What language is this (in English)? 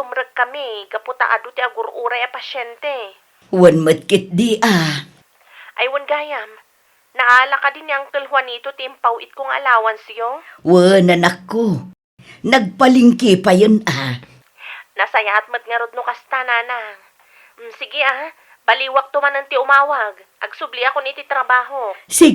Iloko